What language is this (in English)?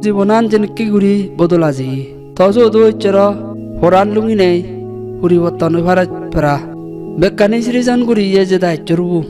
Chakma